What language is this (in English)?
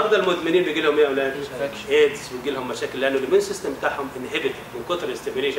Egyptian Arabic